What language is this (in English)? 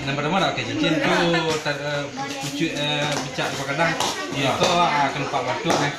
Minangkabau